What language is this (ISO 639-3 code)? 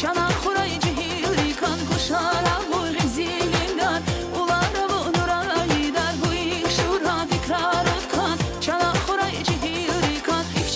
tab